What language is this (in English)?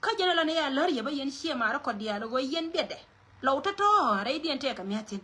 Nuer